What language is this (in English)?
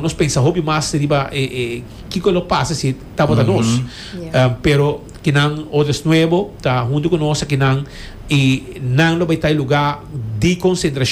Papiamento